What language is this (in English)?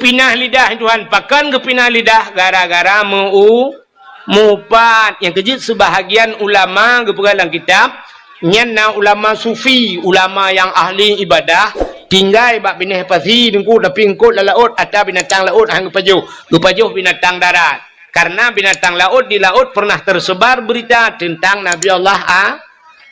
Achinese